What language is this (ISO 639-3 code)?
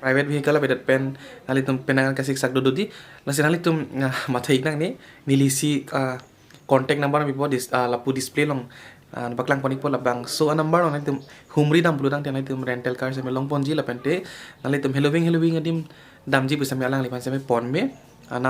mjw